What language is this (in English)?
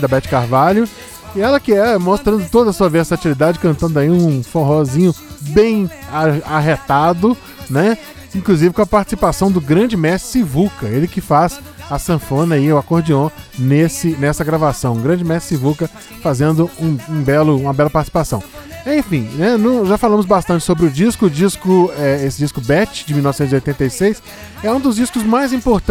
Portuguese